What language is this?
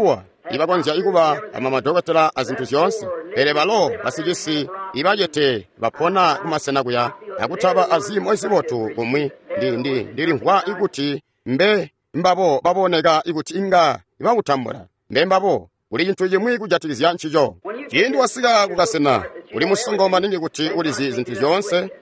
Tonga (Zambia)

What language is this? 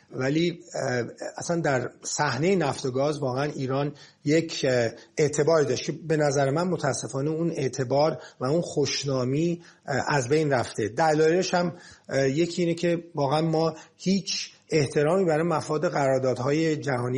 Persian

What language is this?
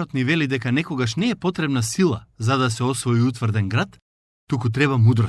Macedonian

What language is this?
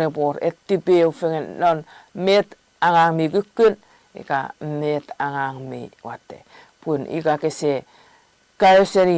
Chuukese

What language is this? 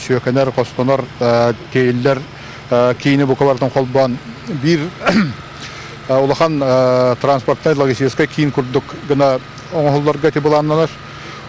Yakut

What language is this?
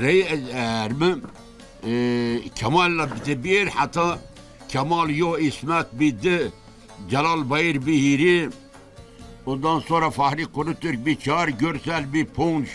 Zaza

